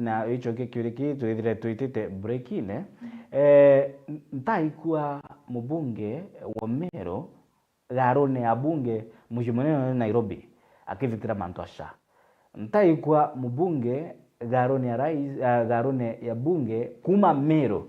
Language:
Meru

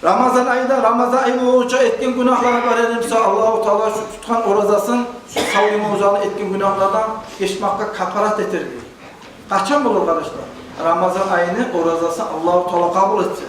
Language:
Kumyk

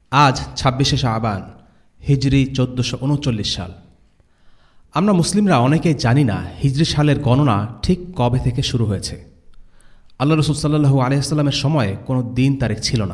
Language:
Bangla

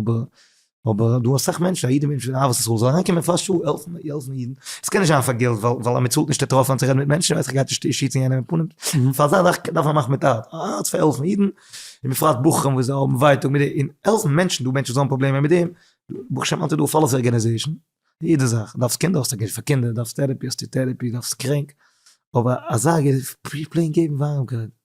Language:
Yiddish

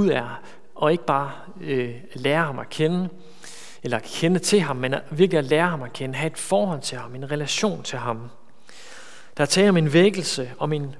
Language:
Danish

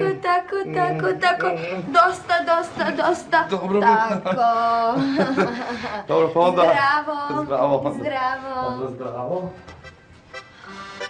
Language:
Serbian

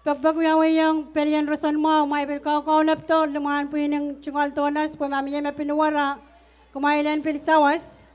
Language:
Pohnpeian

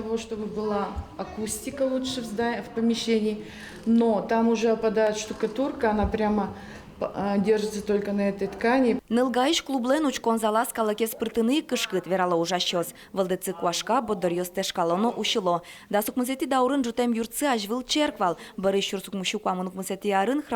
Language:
Udmurt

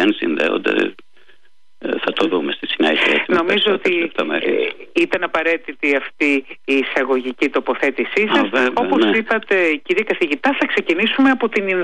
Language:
Greek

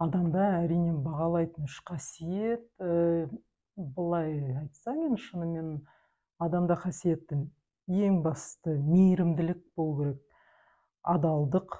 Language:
Kazakh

